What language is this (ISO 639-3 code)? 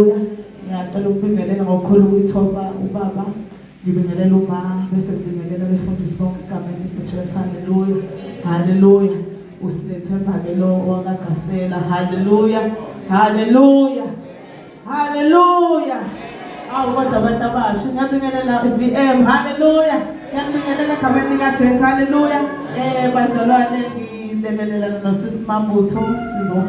zul